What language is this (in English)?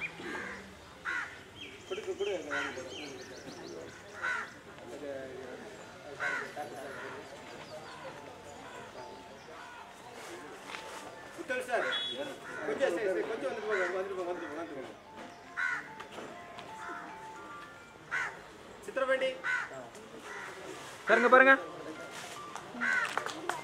Tamil